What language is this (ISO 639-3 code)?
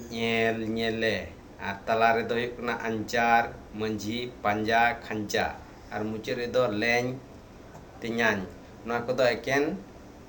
sat